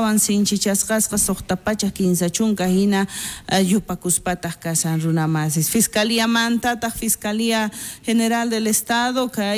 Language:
South Bolivian Quechua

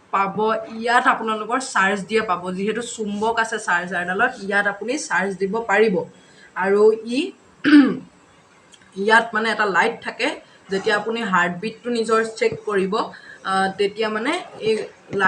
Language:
Assamese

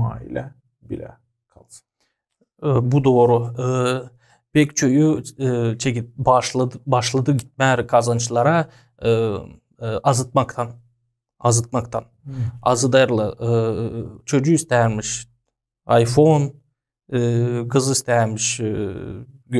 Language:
Gagauz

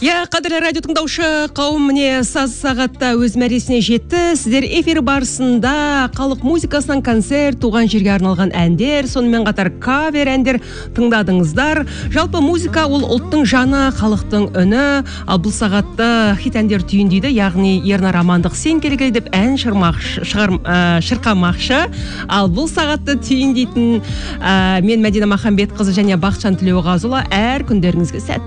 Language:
Kazakh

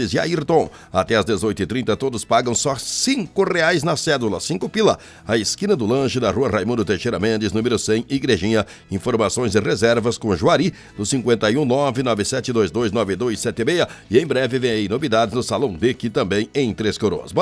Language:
Portuguese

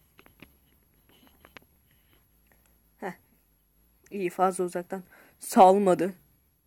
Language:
Turkish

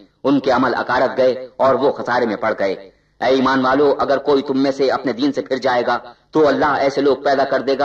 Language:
Urdu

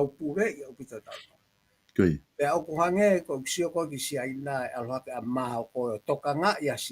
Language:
Tongan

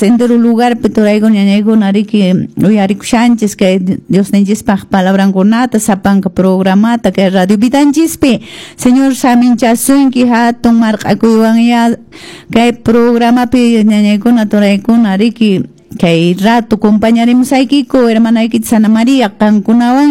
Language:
Quechua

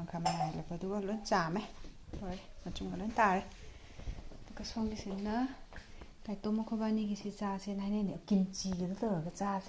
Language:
Manipuri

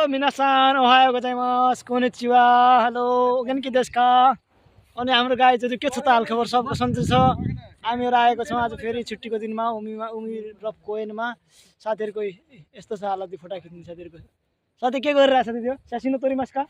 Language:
Nepali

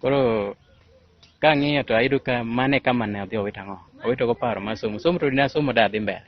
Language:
Luo (Kenya and Tanzania)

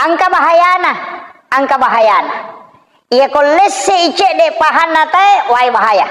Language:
Buginese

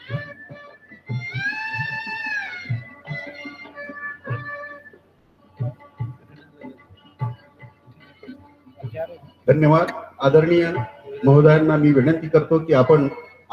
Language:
Marathi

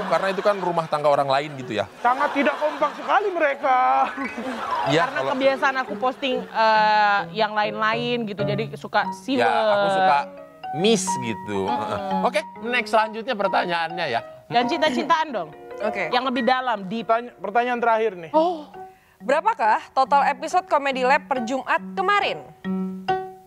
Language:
Indonesian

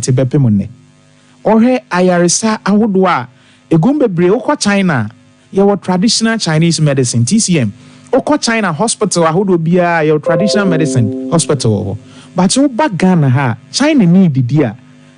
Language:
Akan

